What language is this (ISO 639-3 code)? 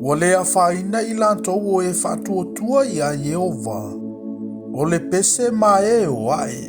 smo